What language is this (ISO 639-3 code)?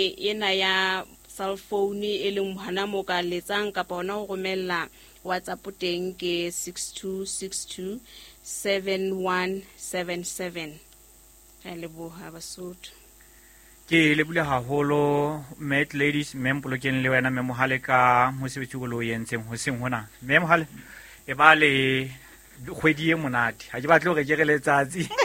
sot